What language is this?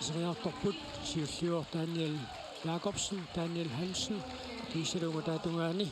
Kalaallisut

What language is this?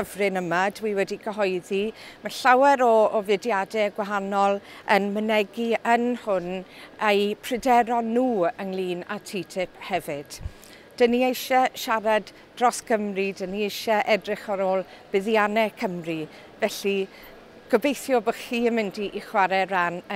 Welsh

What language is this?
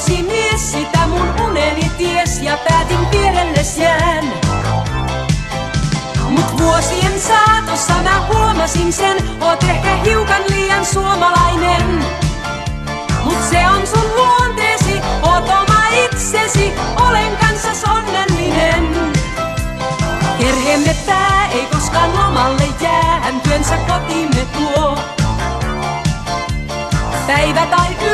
Finnish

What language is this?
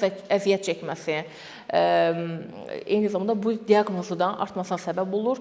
Azerbaijani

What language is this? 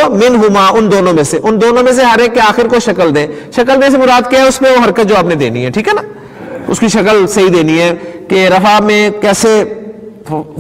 Urdu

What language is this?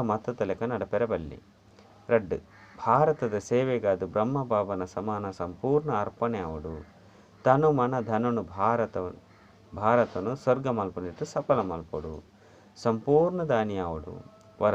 Tulu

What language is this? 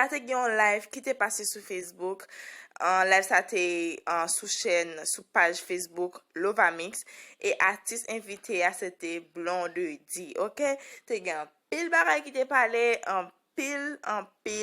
Haitian Creole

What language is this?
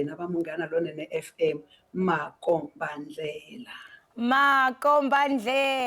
Tsonga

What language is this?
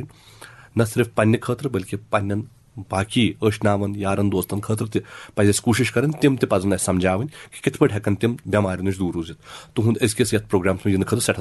Kashmiri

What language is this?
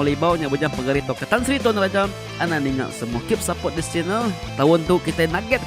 Iban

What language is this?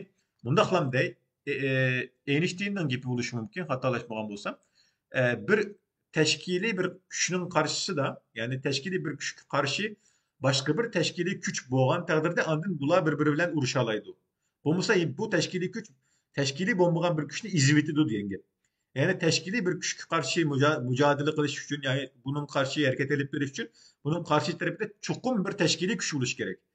Uyghur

